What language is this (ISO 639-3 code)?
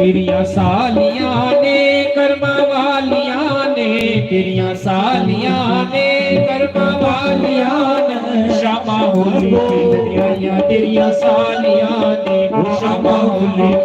doi